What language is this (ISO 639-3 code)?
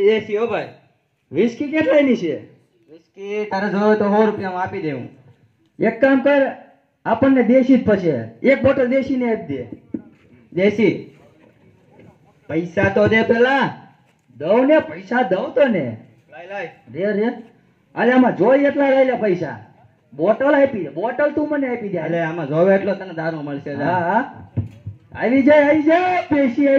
guj